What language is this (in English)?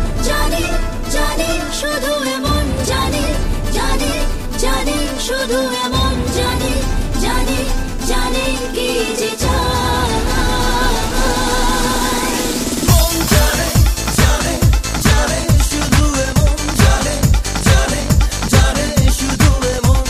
Bangla